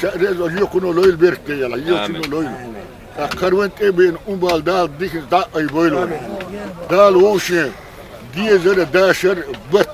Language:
Chechen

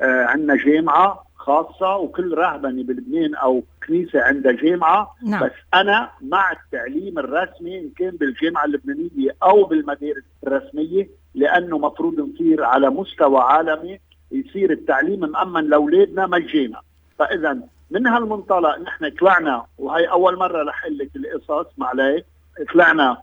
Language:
North Levantine Arabic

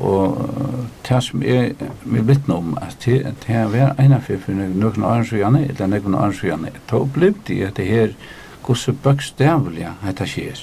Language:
Faroese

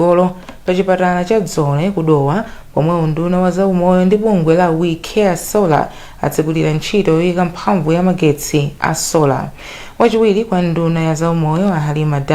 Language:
Nyanja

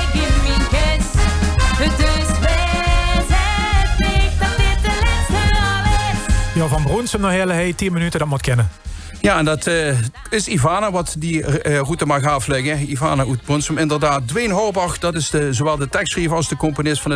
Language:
Limburgish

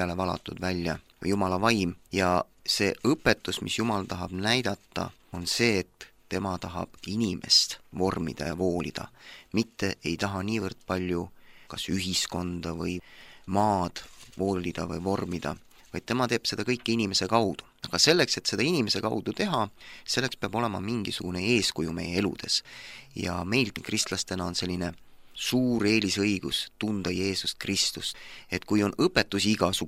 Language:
Estonian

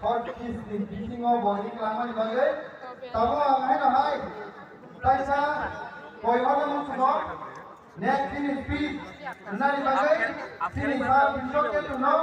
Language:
Kok Borok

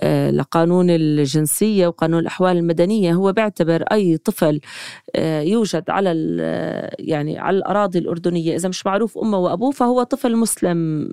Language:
North Levantine Arabic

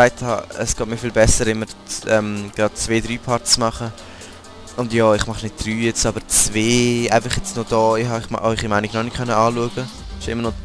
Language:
Swiss German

